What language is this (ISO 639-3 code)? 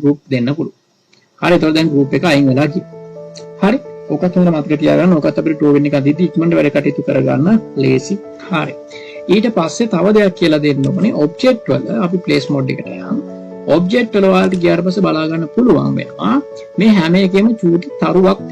sin